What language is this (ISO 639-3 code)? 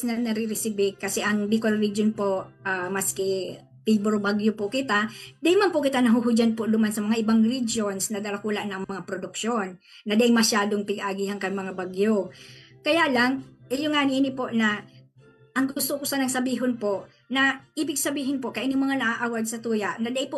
bik